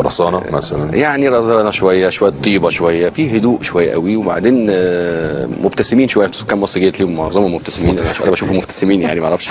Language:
Egyptian Arabic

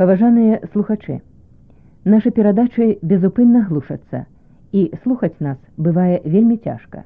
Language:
Belarusian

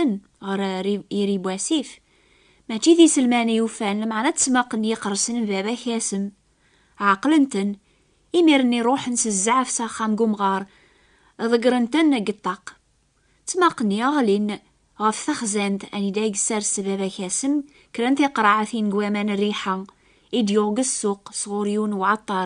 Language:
Kabyle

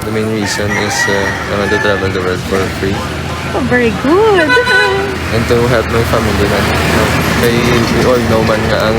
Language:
Hiligaynon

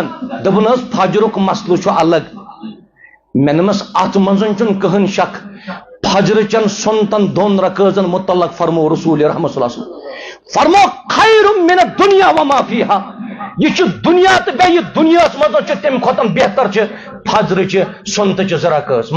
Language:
Kashmiri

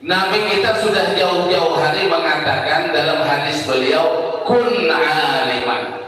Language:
Banjar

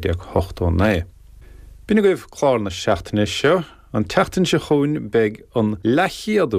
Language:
Irish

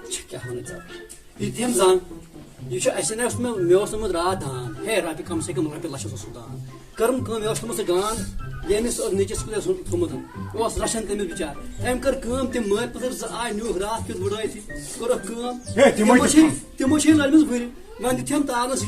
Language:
Kashmiri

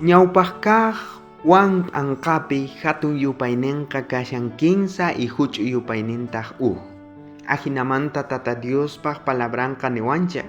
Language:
South Bolivian Quechua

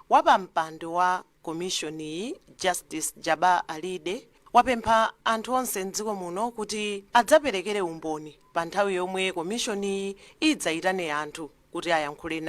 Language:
Nyanja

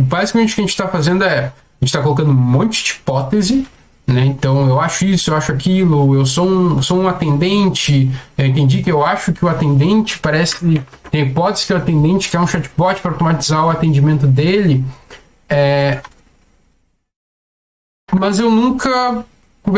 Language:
Portuguese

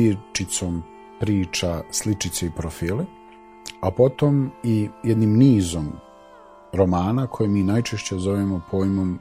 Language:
Bosnian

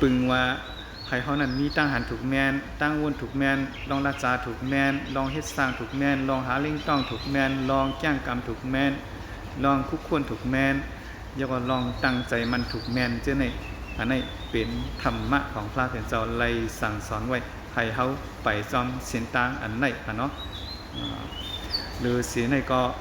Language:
Shan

